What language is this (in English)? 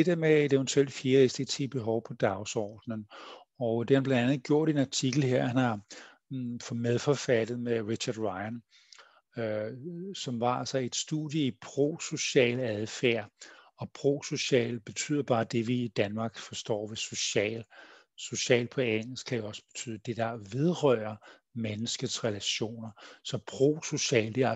Danish